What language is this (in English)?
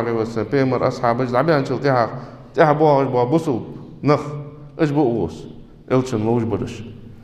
Ingush